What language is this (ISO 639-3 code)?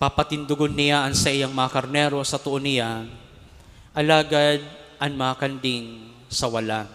bik